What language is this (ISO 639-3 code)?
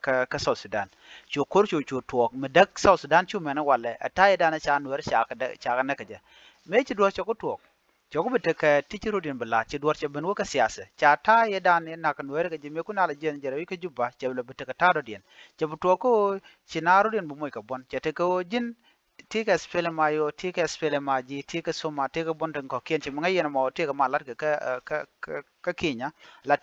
nus